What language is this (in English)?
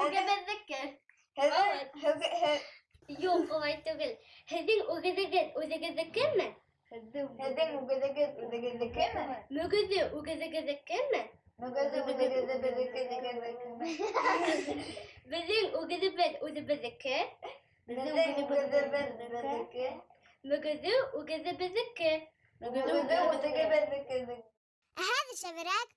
Bashkir